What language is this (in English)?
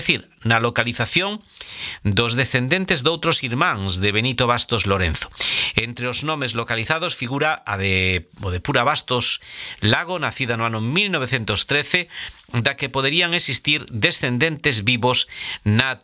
Galician